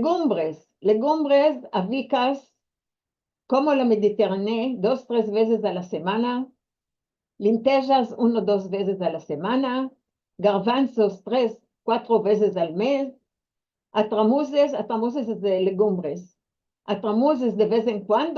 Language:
Ladino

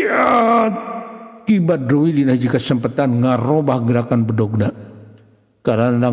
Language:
Sundanese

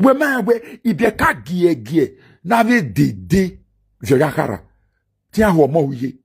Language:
Nigerian Pidgin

